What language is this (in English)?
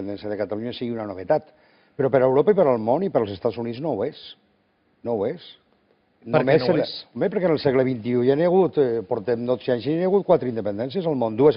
Catalan